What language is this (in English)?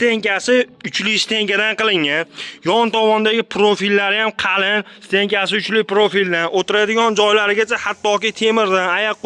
Uzbek